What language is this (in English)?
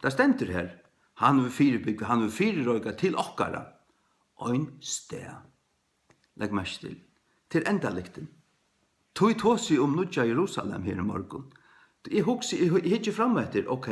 Faroese